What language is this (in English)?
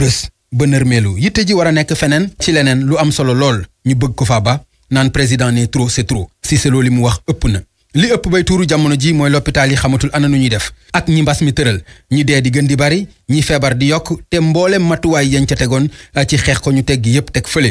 Wolof